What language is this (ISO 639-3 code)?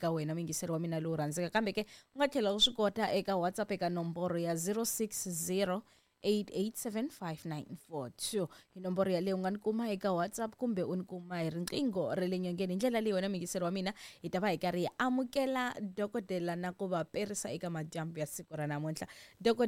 tso